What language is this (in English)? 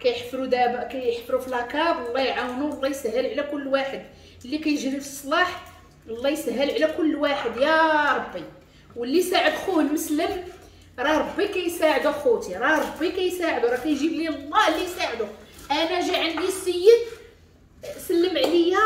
Moroccan Arabic